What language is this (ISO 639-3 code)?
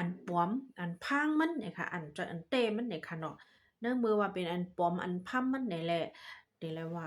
shn